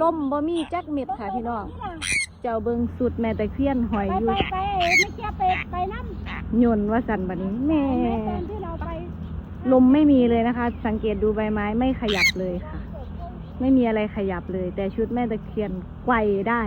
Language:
Northeastern Thai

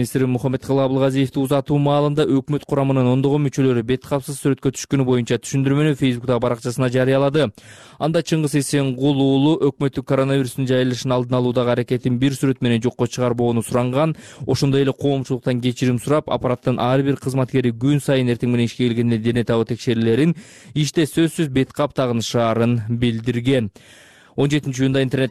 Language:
Kyrgyz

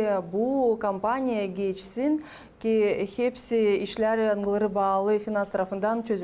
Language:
Gagauz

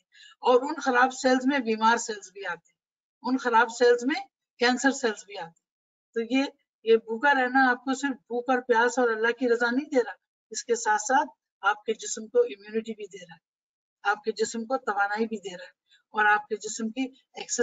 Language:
Urdu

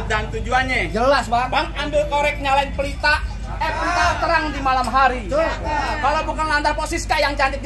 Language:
Betawi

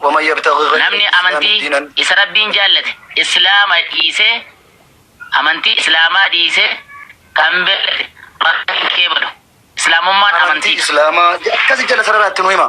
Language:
Oromo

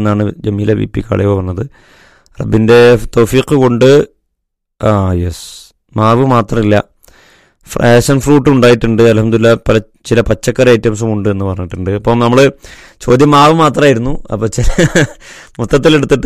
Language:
Malayalam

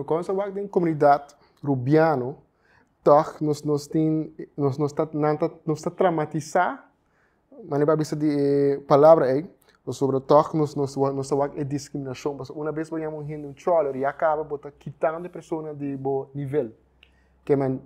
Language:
Papiamento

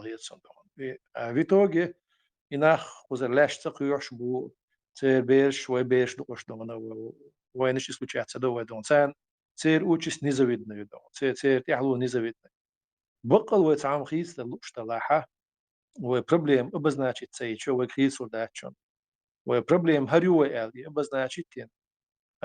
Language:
Chechen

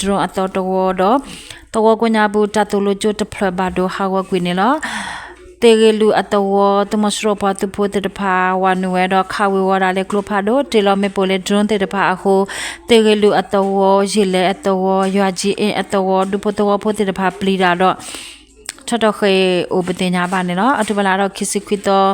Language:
S'gaw Karen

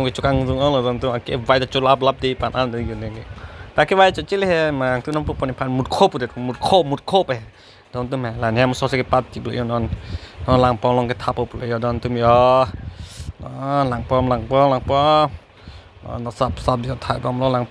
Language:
Karbi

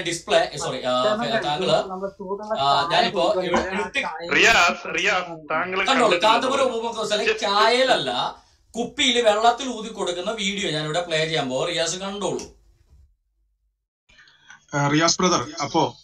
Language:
Malayalam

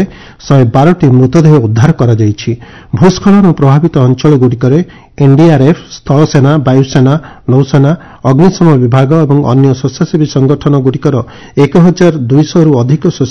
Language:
Odia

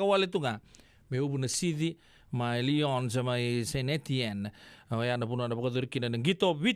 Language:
Fijian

